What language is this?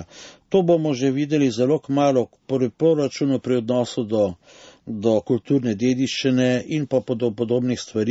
Slovenian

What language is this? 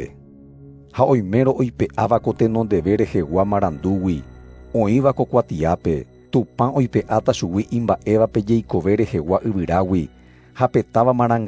Guarani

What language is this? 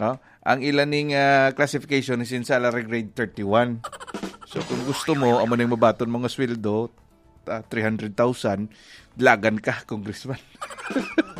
Hiligaynon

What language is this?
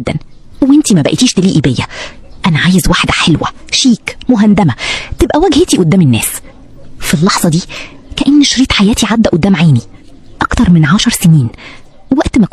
Egyptian Arabic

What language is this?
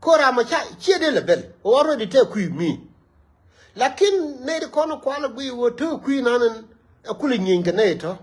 Nuer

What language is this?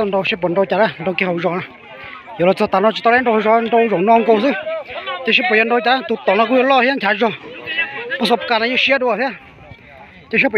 Hmong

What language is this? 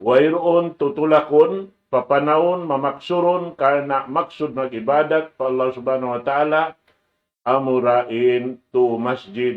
Tausug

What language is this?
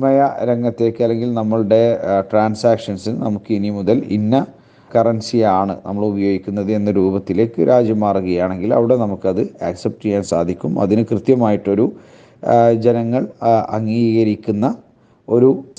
Malayalam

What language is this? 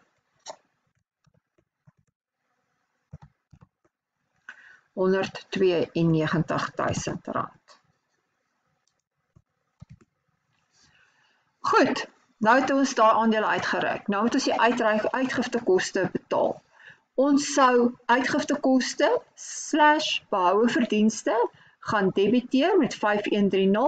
Afrikaans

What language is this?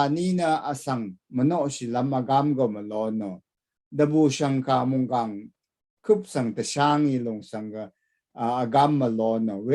Rawang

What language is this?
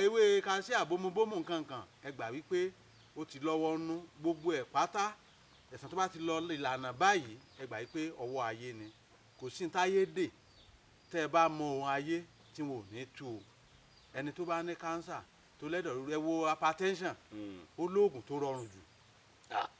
Yoruba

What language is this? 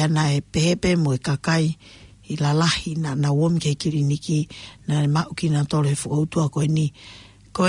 Tongan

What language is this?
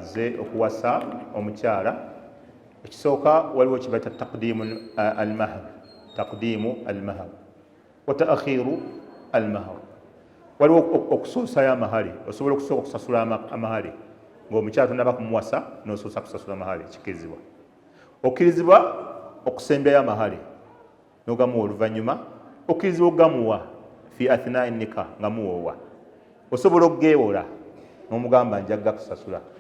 Ganda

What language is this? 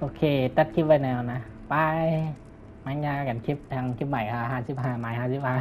Shan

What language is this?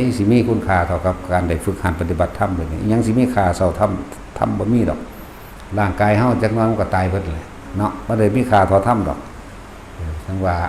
Northeastern Thai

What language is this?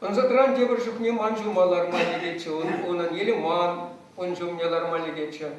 Chuvash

